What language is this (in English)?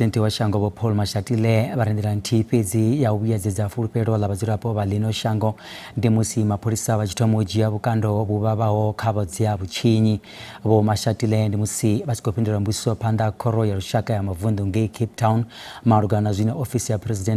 Venda